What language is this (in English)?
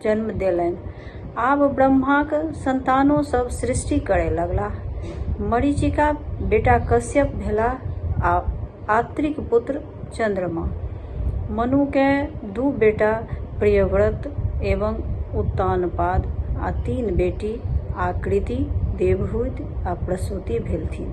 Maithili